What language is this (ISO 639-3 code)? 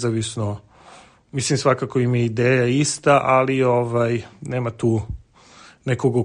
srp